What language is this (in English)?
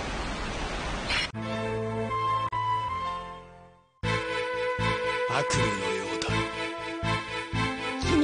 Japanese